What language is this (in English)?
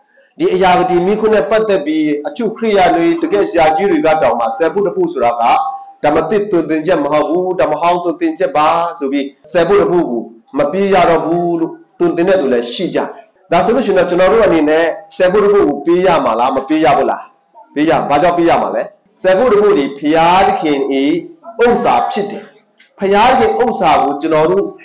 Burmese